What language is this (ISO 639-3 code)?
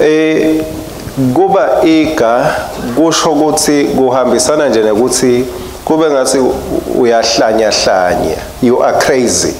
ssw